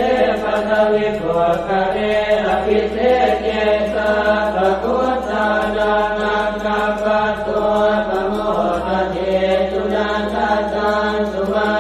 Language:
Pali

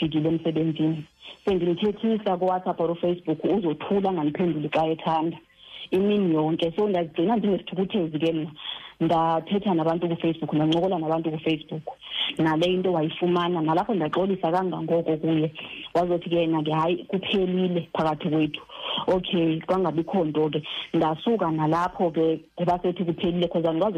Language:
Xhosa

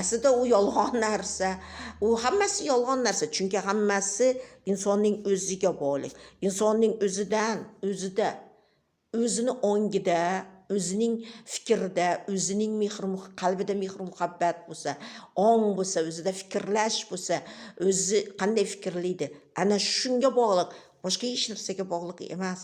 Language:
Uzbek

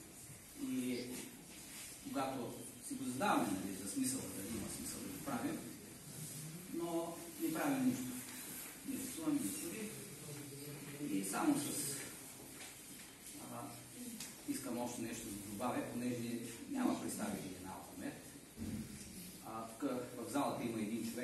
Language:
Bulgarian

